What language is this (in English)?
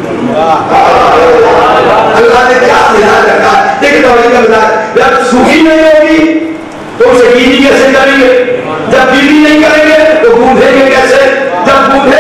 Urdu